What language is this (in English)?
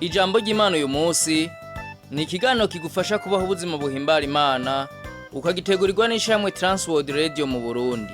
Rundi